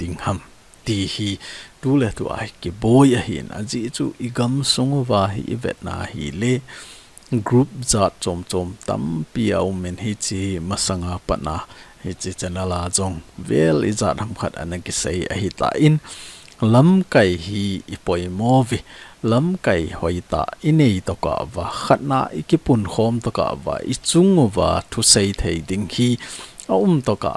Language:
Thado Chin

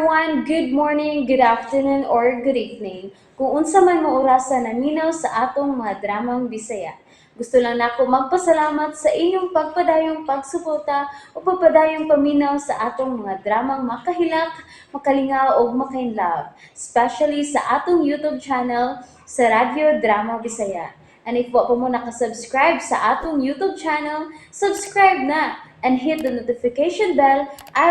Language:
Cebuano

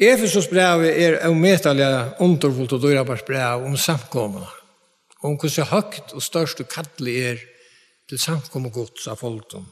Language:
Faroese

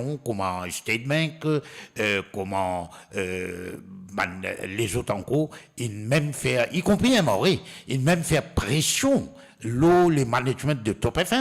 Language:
Morisyen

